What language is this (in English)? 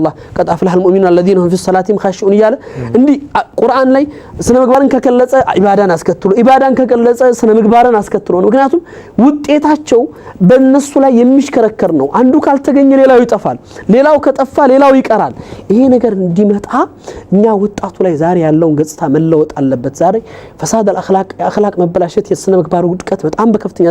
Amharic